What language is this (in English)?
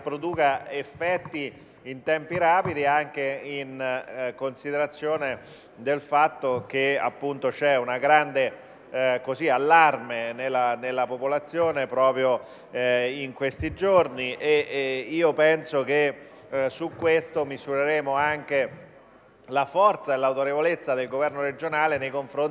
Italian